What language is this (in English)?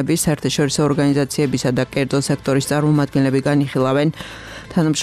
Georgian